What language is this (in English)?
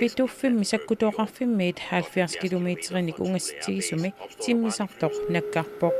Kalaallisut